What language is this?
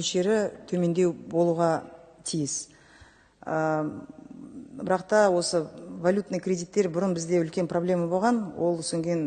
Kazakh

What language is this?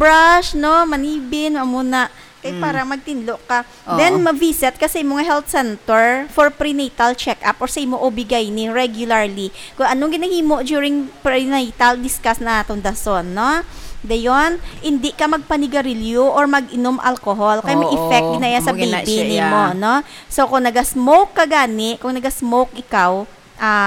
Hiligaynon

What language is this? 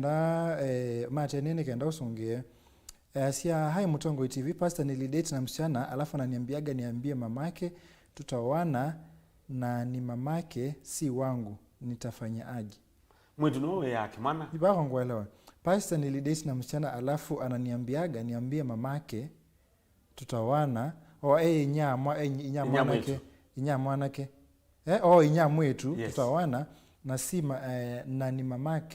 Kamba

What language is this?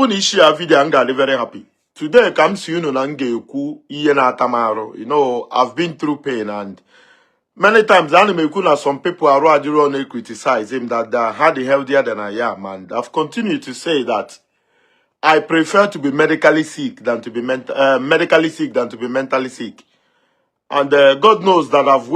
Igbo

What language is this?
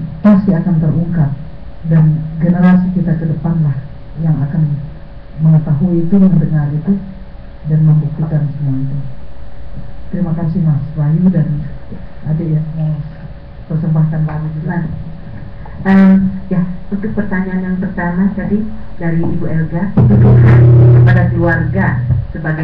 Indonesian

